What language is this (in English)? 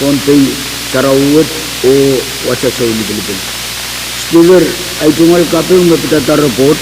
Pohnpeian